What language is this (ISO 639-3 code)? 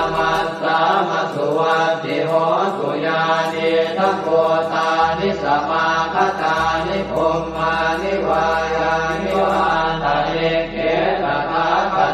pli